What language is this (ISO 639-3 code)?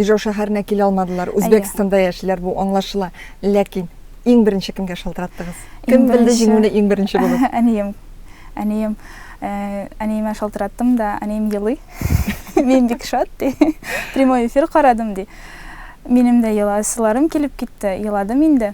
tat